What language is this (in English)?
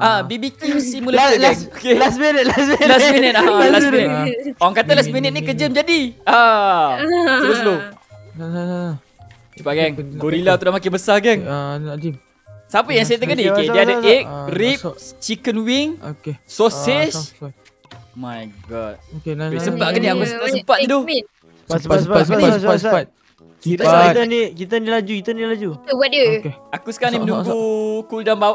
Malay